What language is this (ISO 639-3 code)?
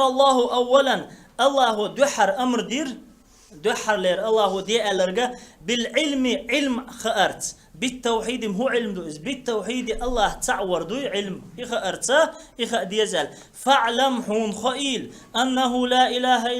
che